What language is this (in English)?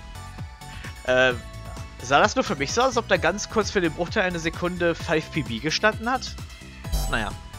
German